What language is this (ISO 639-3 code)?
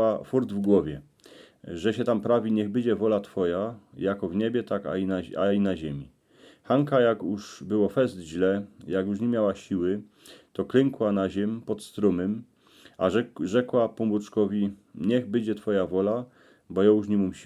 szl